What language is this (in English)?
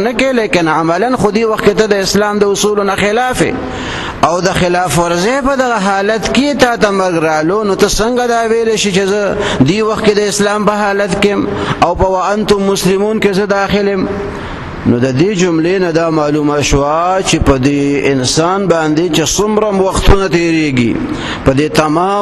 Pashto